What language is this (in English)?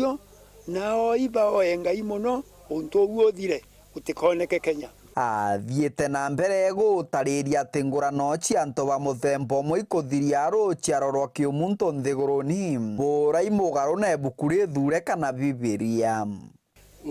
Meru